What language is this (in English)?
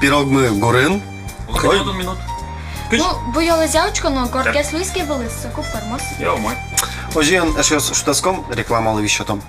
Udmurt